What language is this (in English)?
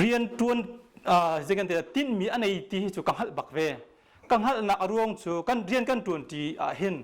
Hakha Chin